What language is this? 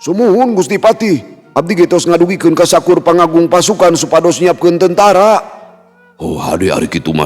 Sundanese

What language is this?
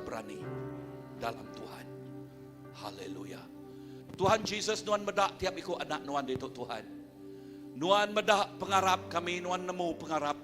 Iban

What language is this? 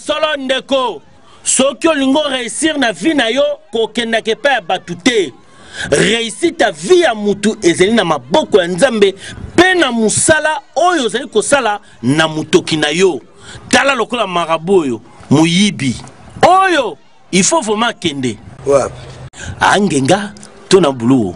Lingala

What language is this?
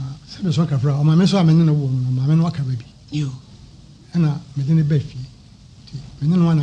Akan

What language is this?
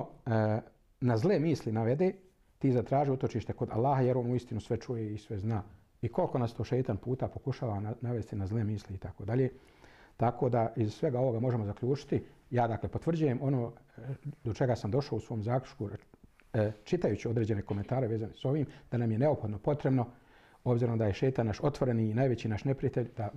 Bosnian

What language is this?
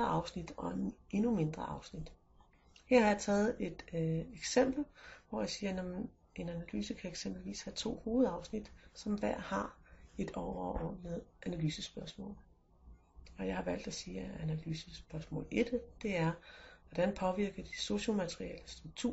Danish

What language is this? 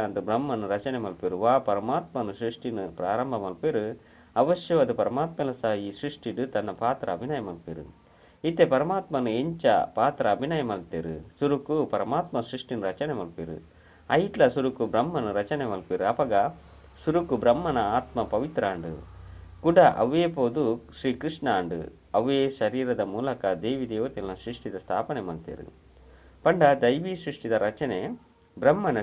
Tulu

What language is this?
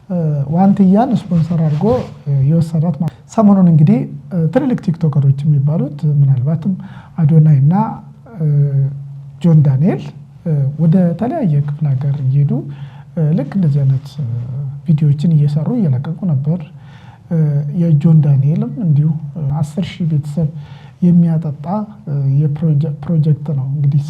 Amharic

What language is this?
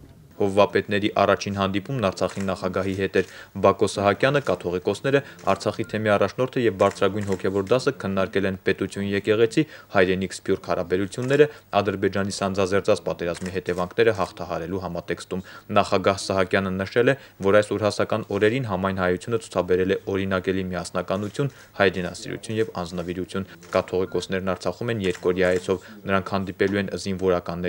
Armenian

